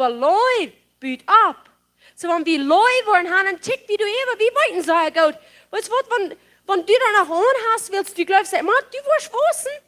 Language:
Plautdietsch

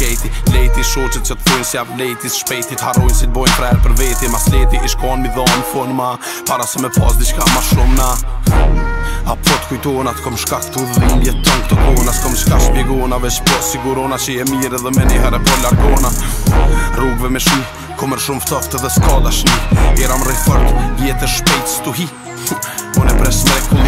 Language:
Gheg Albanian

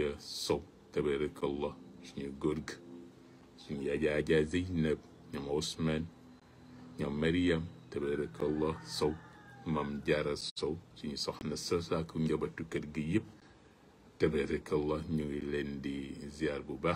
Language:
Wolof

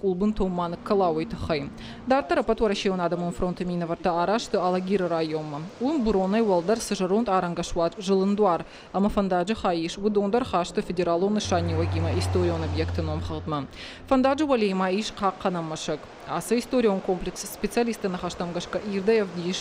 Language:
Ossetic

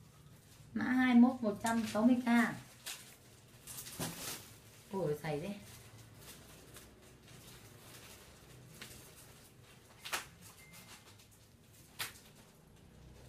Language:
Vietnamese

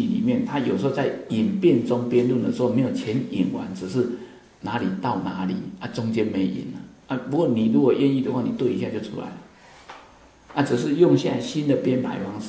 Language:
Chinese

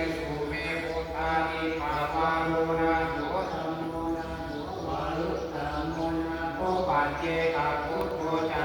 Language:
Pali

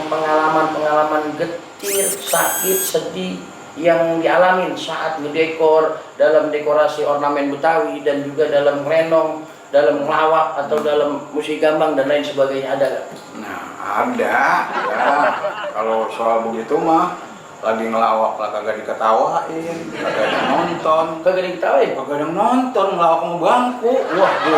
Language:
Betawi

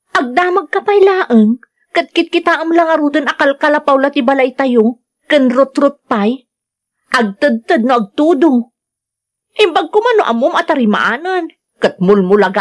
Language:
Iloko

